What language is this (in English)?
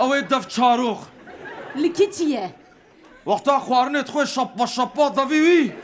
Kurdish